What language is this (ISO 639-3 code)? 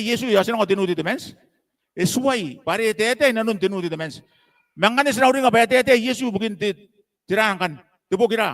gil